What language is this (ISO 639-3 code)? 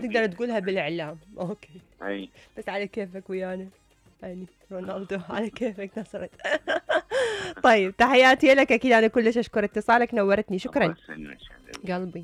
acm